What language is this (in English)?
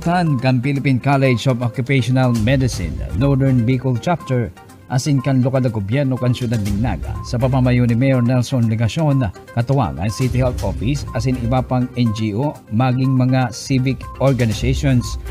Bikol